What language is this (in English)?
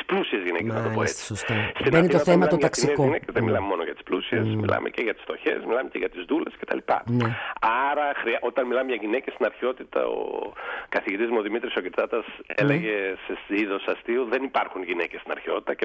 Greek